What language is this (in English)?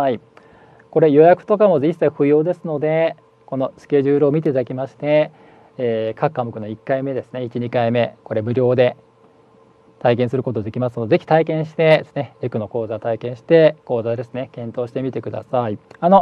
Japanese